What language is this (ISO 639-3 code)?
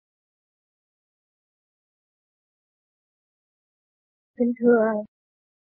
vie